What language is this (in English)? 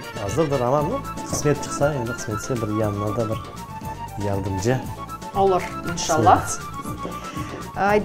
Crimean Tatar